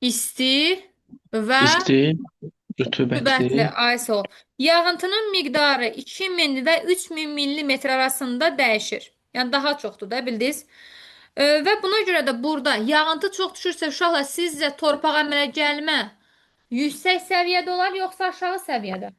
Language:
Azerbaijani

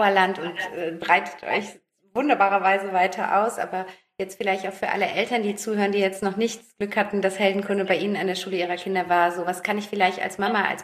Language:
German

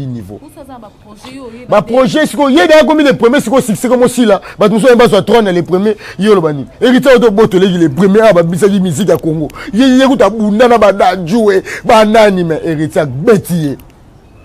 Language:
Lingala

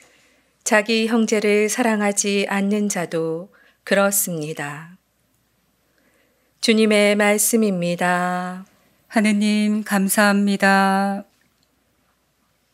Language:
Korean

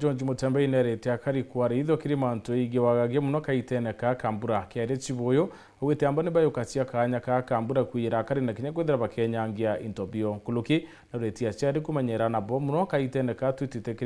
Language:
Meru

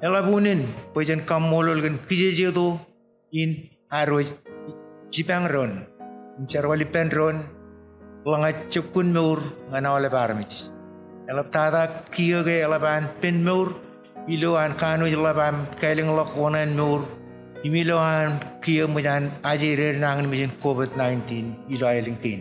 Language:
Marshallese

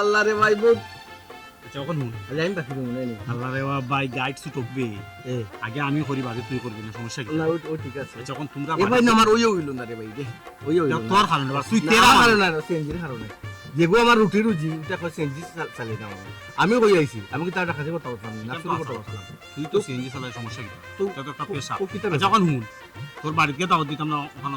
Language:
Sylheti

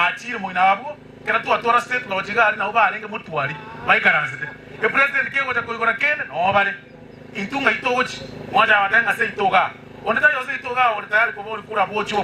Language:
Gusii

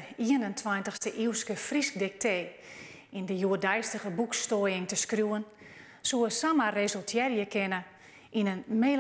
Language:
Western Frisian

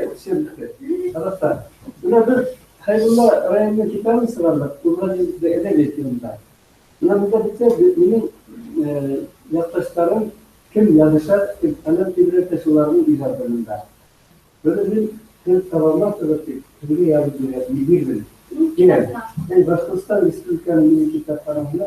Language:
Bashkir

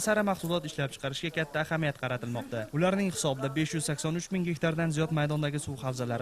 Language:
Uzbek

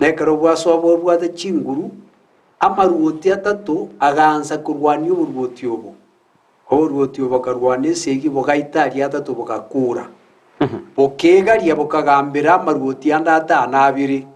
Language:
Gusii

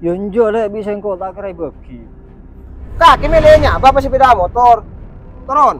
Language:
Madurese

